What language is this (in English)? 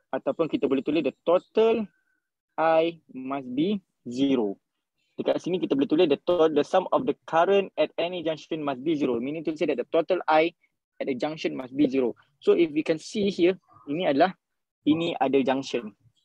Malay